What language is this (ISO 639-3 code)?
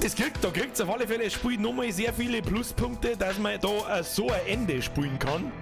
bar